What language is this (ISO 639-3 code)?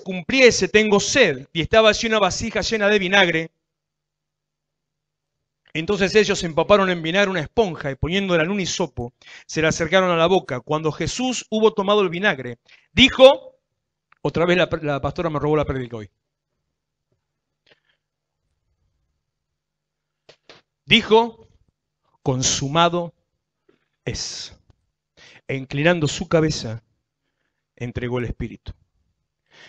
spa